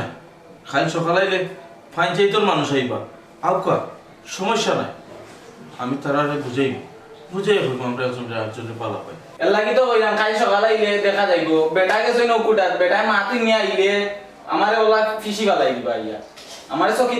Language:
Sylheti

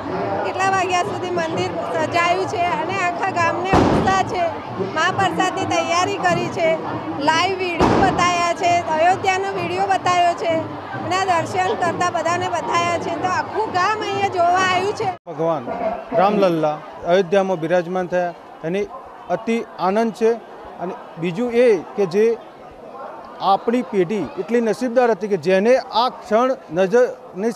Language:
Gujarati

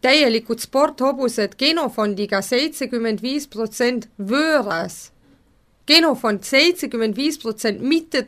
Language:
Estonian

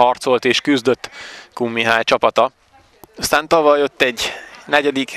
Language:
Hungarian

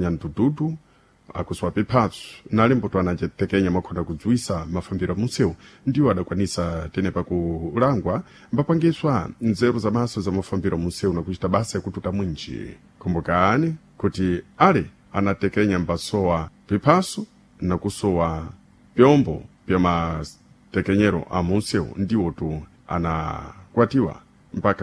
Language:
Sena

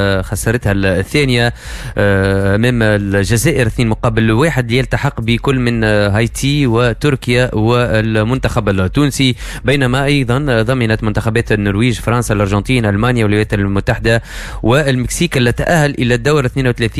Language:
Tunisian Arabic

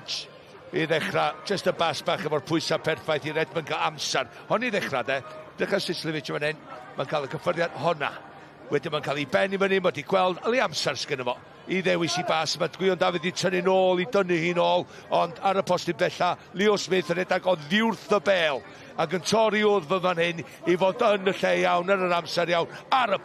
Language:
Welsh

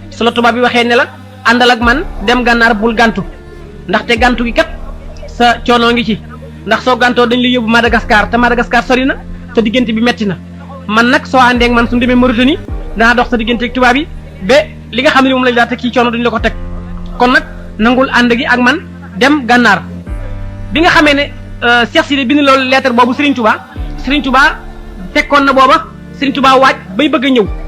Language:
Wolof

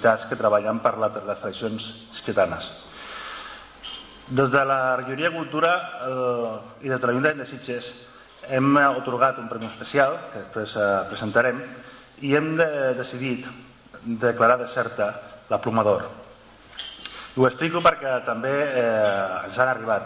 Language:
Catalan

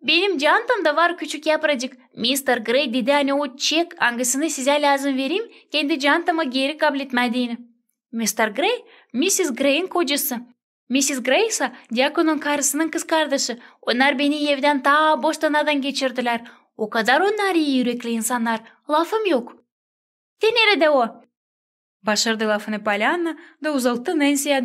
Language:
Gagauz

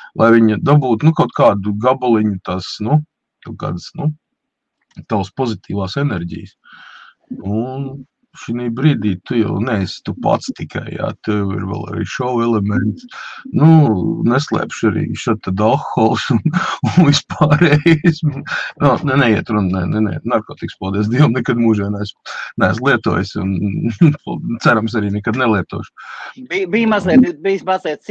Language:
Latvian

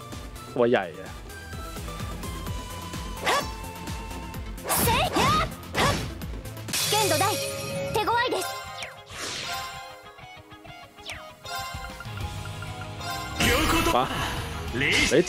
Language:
Thai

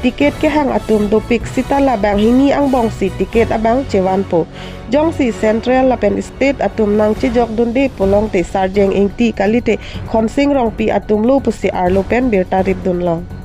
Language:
Karbi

